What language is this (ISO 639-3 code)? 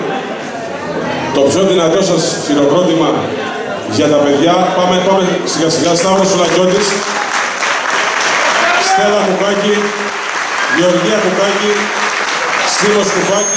ell